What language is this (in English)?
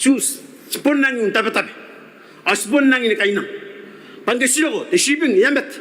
Gilbertese